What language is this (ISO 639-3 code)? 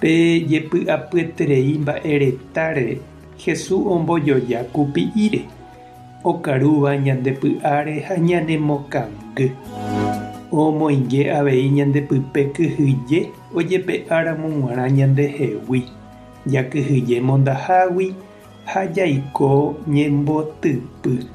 grn